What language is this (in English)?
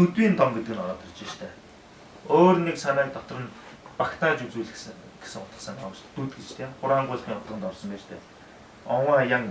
Mongolian